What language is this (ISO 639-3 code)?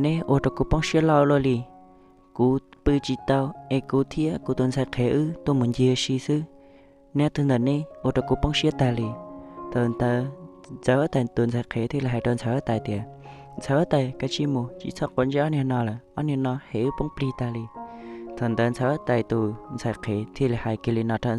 hmn